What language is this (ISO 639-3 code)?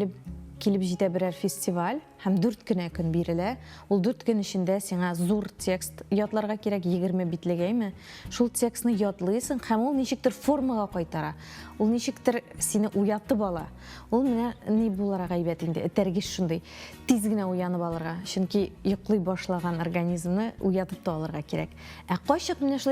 tat